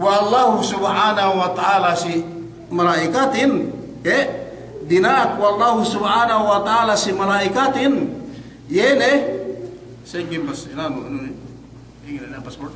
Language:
Yakan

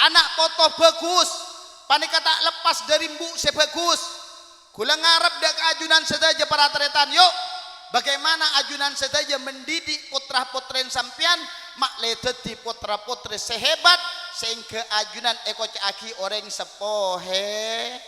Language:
Madurese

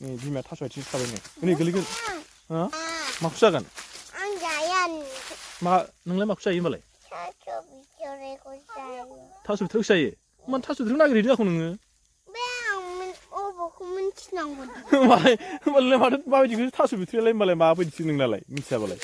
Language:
Bodo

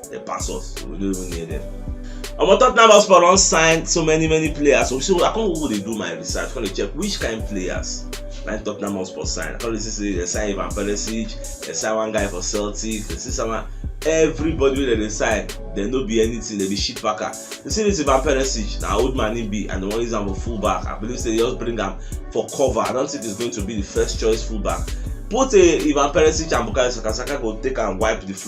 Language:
Nigerian Pidgin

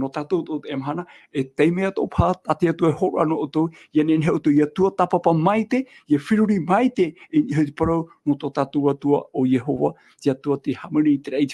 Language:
Tahitian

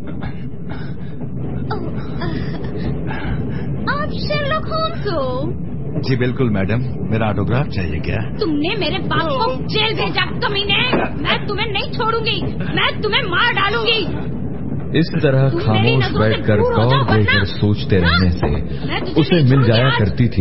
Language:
Hindi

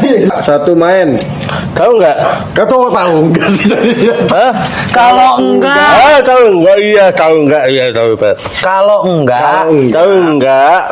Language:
Betawi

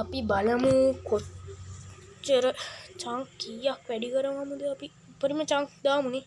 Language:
Sinhala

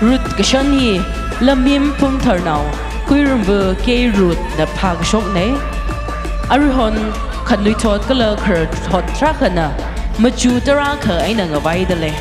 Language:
Tangkhul Naga (India)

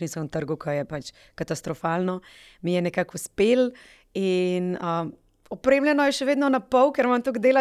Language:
Slovenian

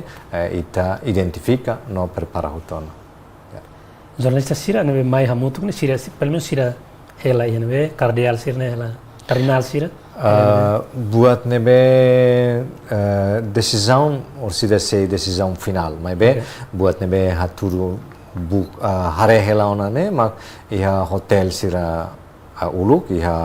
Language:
Tetum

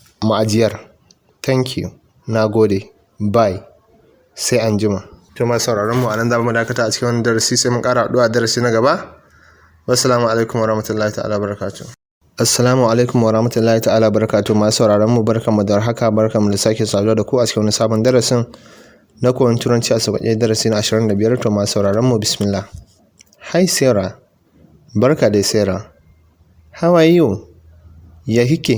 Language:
Hausa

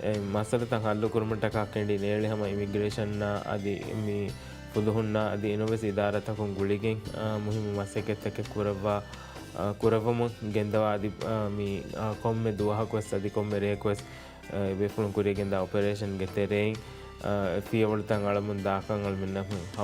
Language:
Divehi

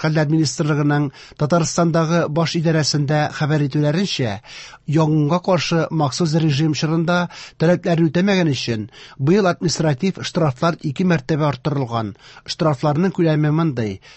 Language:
Tatar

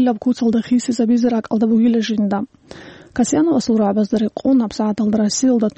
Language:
Avaric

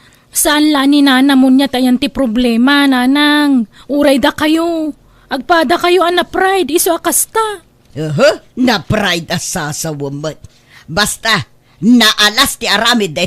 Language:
Iloko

